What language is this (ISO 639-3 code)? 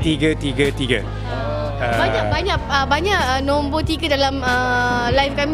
msa